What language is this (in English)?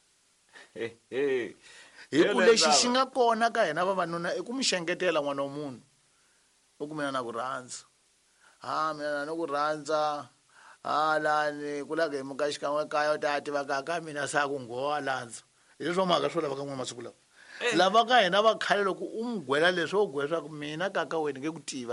Tsonga